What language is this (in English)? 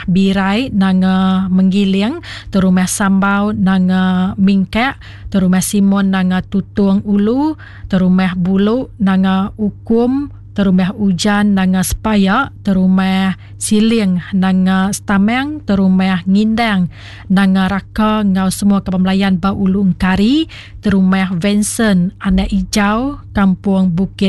Iban